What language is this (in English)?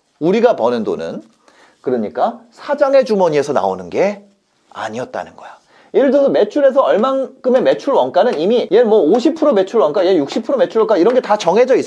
Korean